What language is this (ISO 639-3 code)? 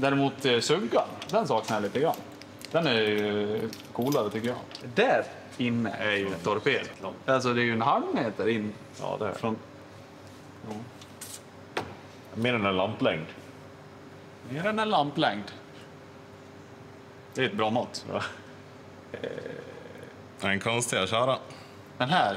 swe